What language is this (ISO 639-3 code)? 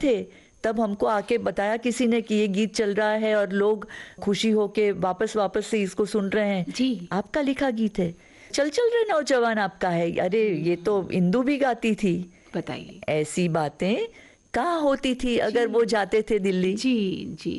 hin